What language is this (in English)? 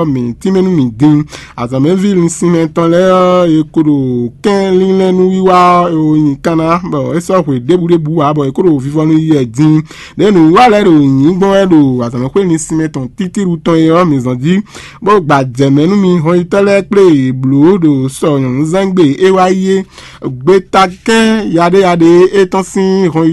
Fon